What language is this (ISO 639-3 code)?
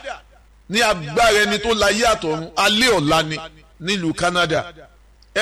yor